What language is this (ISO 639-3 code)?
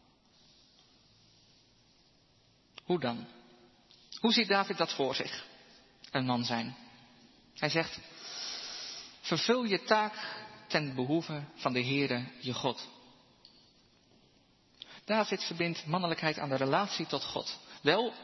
nld